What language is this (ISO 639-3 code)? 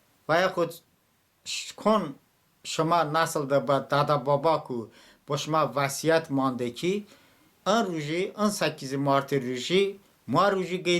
tly